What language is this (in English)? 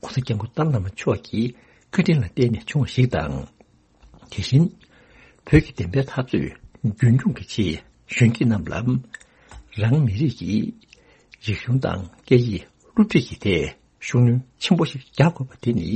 Tibetan